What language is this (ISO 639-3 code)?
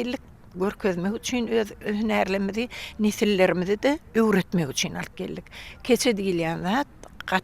tuk